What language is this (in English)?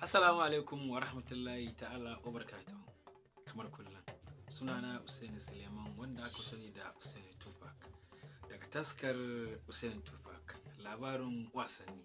Hausa